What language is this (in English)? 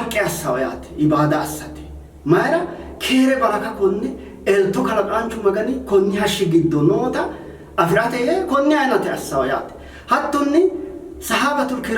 Sidamo